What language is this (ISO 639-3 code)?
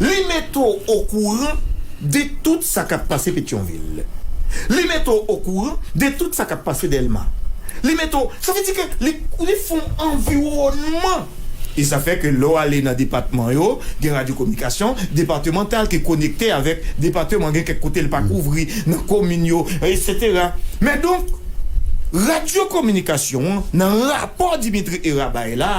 hat